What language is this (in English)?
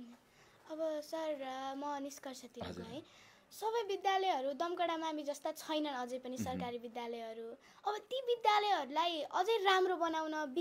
Nepali